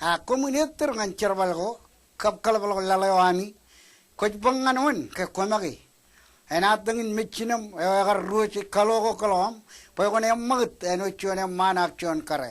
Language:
Marshallese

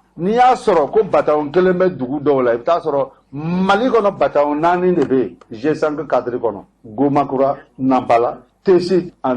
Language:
Bambara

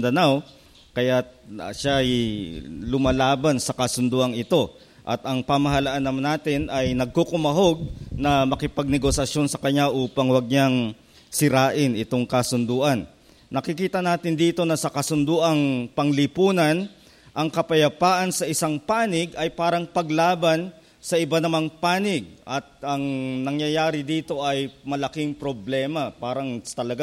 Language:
Filipino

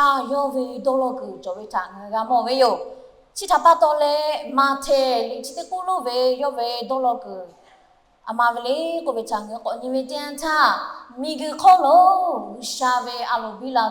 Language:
Lahu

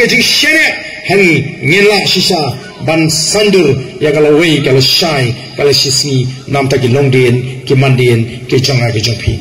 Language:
Khasi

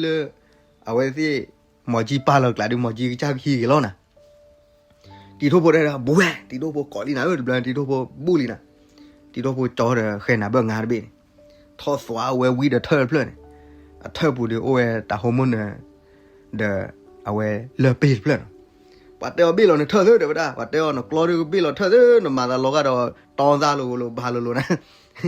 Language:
S'gaw Karen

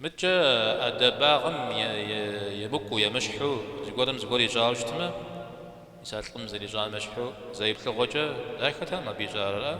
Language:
Kabardian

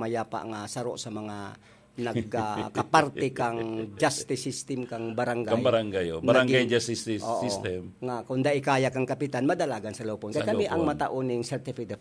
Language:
Bikol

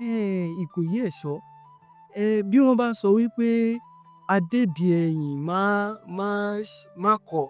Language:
Yoruba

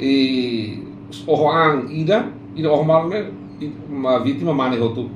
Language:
Tetum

